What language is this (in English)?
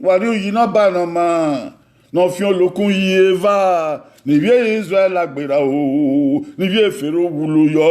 Bini